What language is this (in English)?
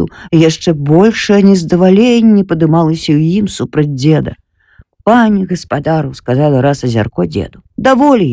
Belarusian